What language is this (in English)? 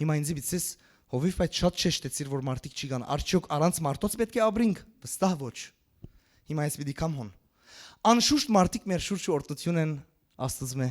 Western Armenian